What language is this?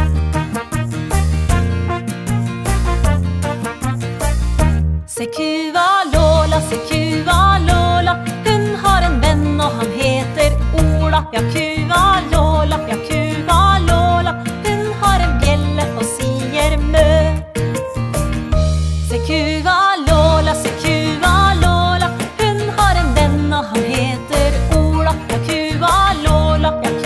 Norwegian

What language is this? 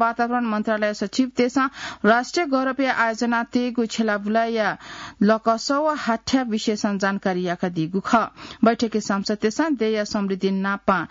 Newari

